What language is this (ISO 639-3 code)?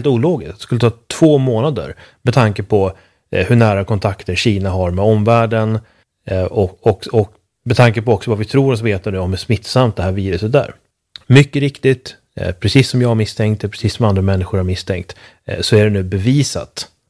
swe